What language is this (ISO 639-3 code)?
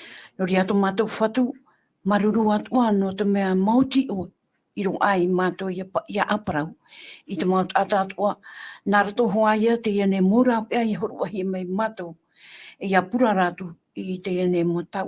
tah